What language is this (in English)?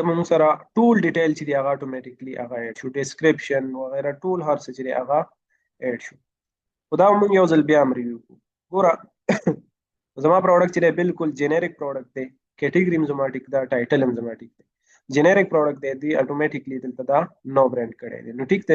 Pashto